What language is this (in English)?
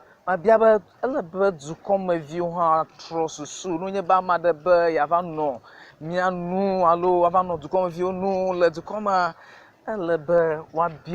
Ewe